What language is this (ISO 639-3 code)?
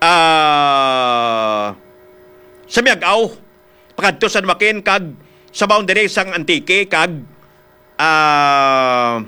hil